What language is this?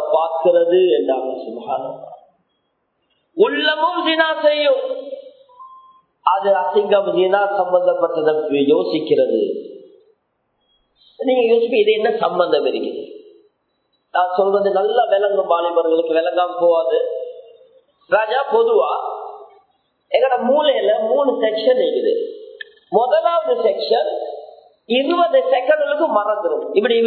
Tamil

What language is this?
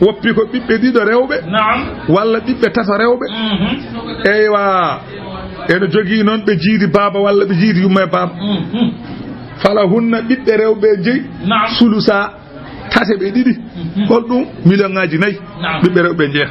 Fula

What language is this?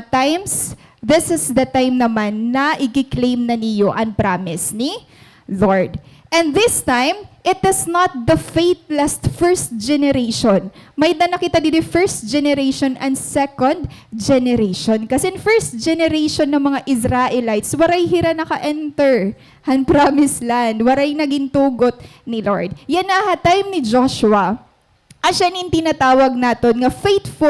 Waray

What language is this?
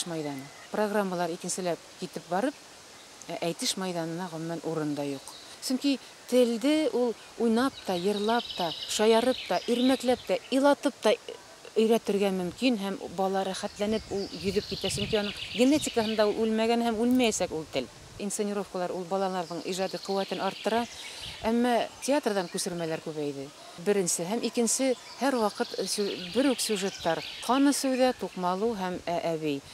Bashkir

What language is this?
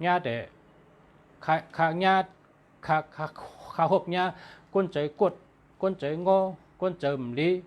Shan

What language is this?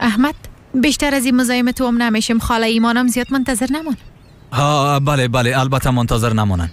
Persian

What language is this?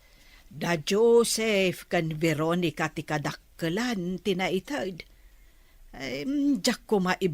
Iloko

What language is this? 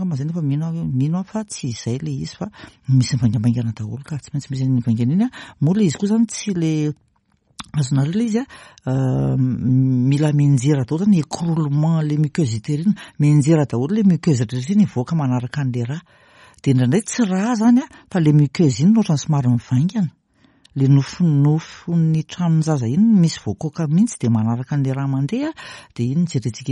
Malagasy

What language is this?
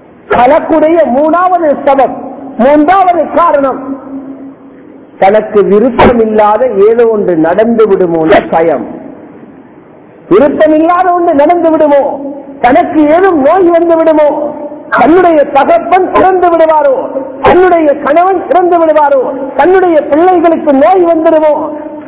Tamil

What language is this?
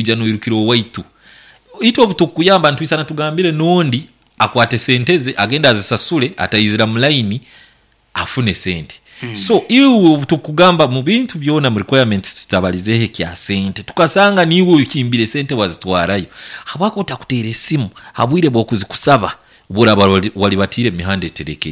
Nyankole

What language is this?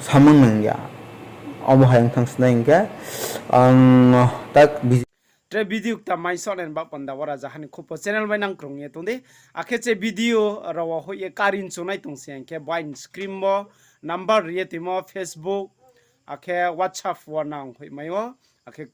Riang (India)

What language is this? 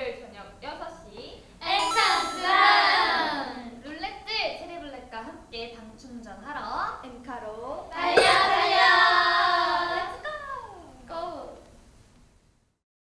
Korean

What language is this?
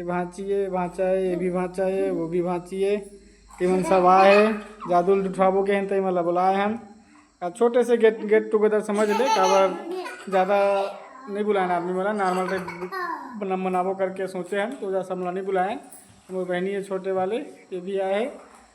Chhattisgarhi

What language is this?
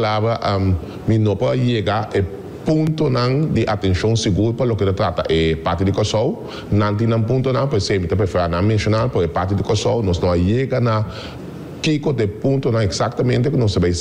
Papiamento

